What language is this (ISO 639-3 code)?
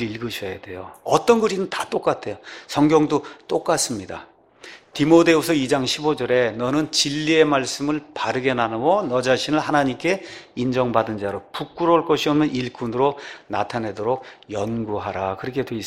kor